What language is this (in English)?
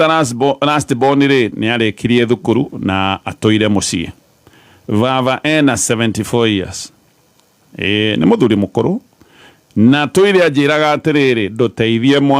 Kikuyu